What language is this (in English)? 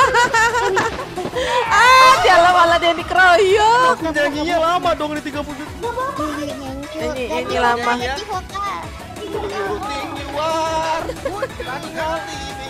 Indonesian